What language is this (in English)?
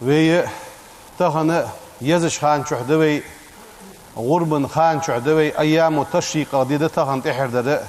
Ingush